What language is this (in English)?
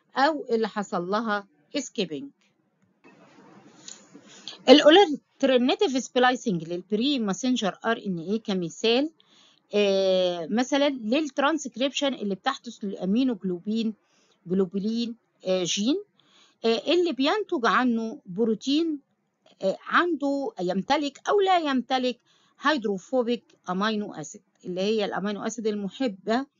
Egyptian Arabic